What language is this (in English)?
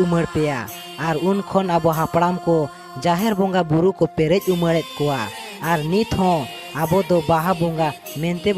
Santali